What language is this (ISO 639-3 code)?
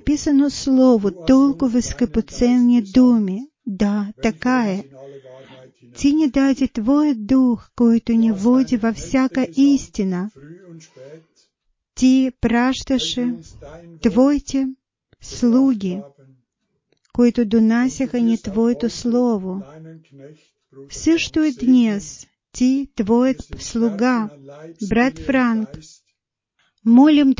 bul